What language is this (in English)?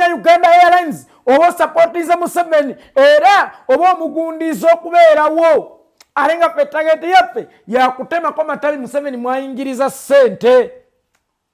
Ganda